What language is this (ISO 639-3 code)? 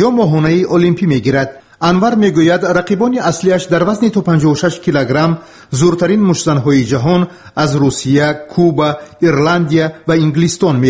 tgk